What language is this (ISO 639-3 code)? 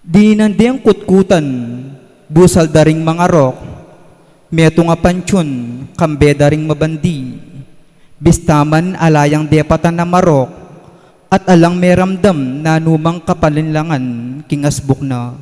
pam